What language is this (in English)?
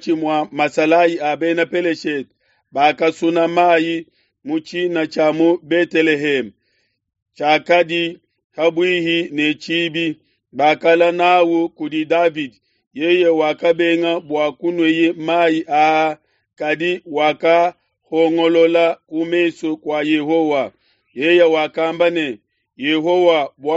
Luba-Lulua